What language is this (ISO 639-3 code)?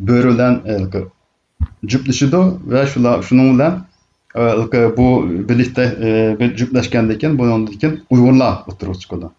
uig